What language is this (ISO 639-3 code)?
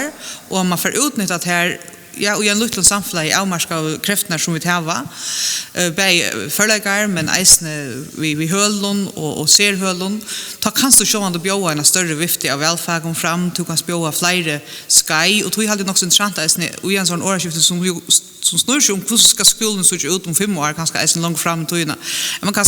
fao